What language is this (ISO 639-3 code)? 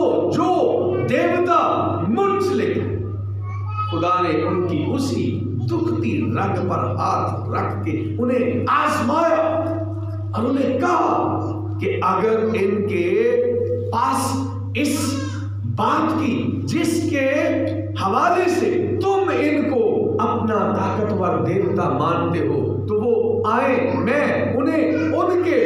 urd